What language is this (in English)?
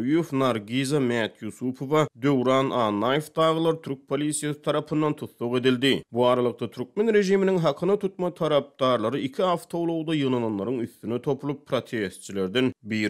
Turkmen